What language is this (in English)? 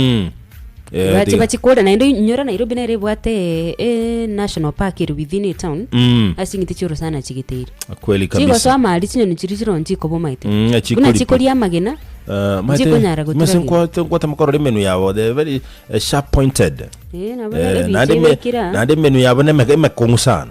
Gusii